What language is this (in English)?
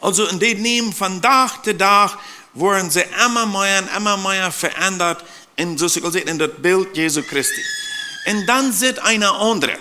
Plautdietsch